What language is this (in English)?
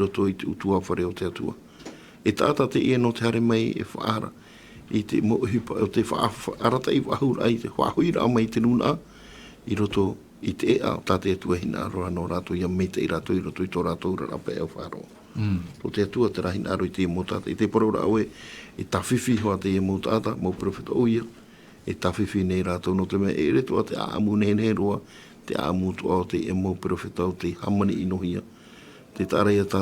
Tahitian